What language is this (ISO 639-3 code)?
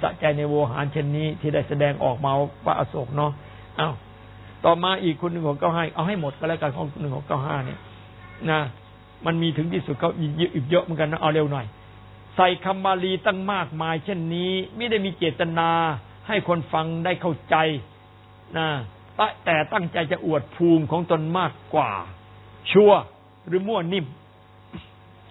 tha